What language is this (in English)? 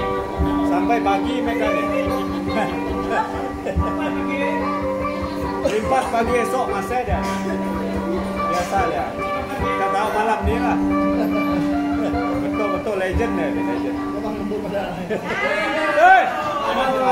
Malay